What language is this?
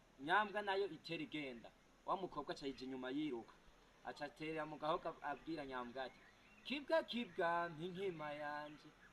Rundi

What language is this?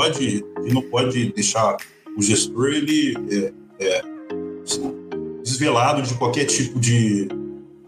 Portuguese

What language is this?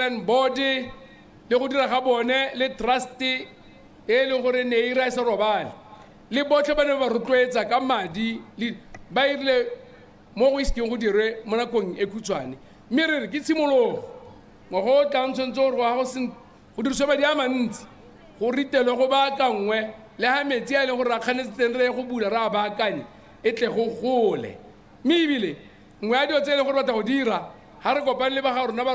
Tswana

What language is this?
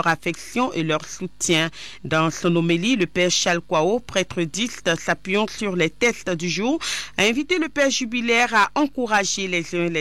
French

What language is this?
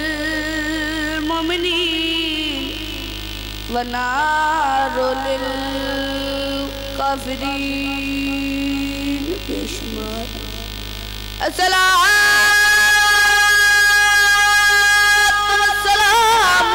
Urdu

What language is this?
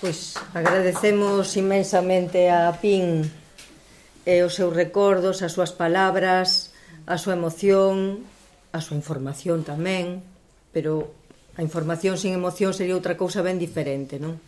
Galician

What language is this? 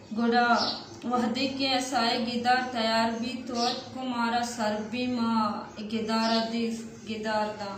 Baluchi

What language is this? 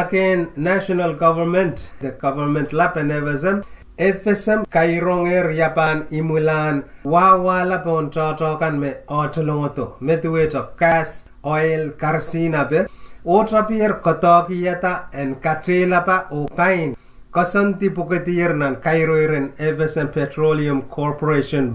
Pohnpeian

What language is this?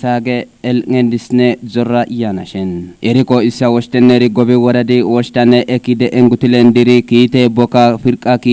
Kafa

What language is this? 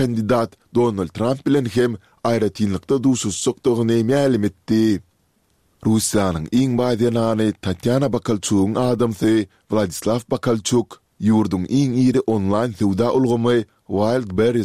Turkmen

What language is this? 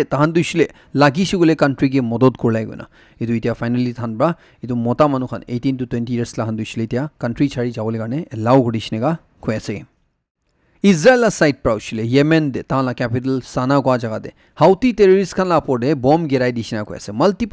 Naga Pidgin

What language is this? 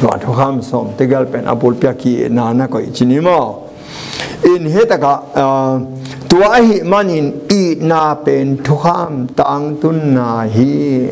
Tedim Chin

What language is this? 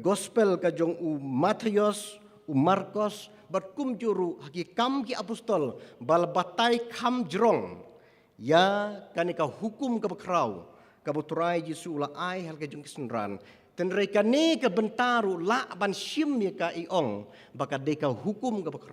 Khasi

